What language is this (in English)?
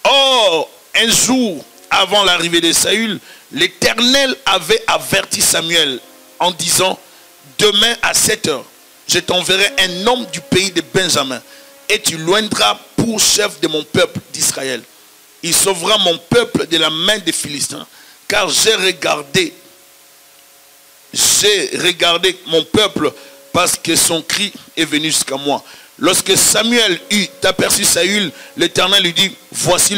French